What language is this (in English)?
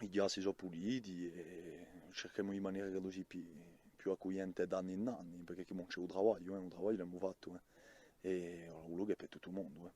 Corsican